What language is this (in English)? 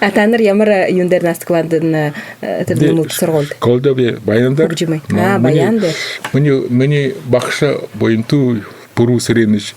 Buriat